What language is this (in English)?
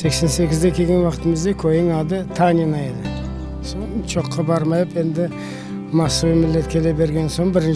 Crimean Tatar